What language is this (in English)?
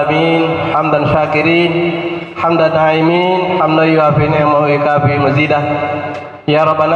Buginese